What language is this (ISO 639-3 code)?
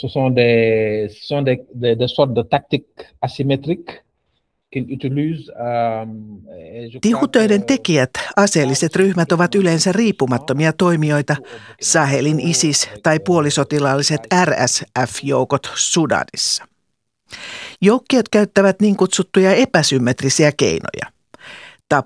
fin